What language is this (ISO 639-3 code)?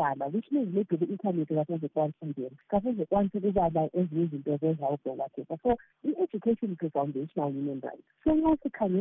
nde